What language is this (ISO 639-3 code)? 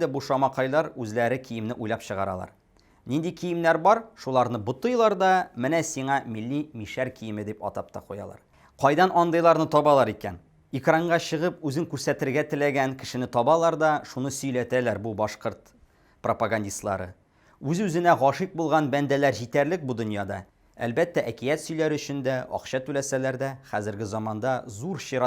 tat